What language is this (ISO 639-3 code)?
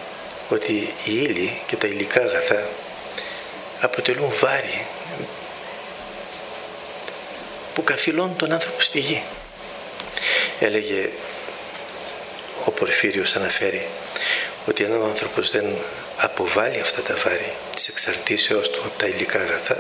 ell